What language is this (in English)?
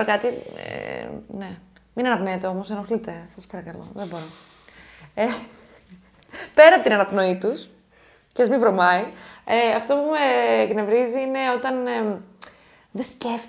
Greek